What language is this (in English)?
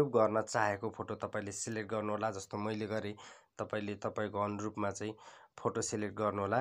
Nepali